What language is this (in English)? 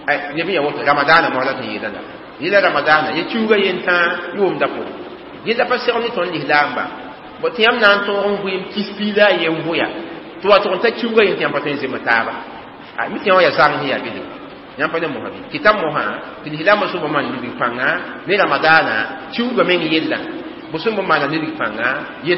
Mossi